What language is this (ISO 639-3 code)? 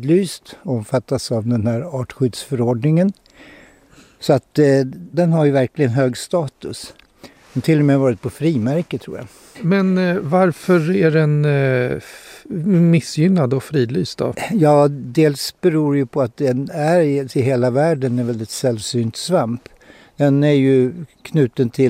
swe